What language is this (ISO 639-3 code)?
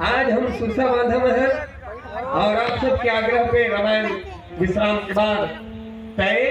hne